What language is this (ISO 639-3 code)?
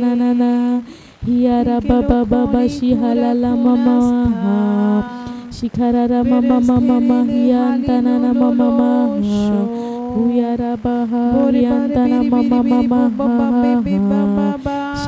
kdh